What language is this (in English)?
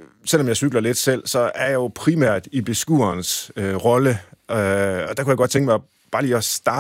Danish